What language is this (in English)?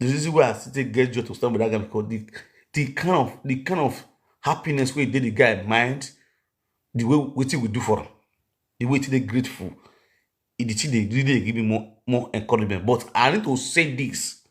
Nigerian Pidgin